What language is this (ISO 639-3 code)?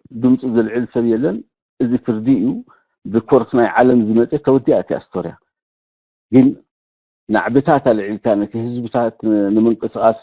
tir